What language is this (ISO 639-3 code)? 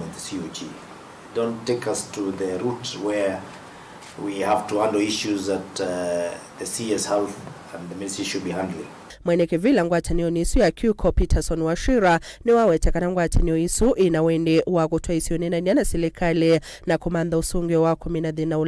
kam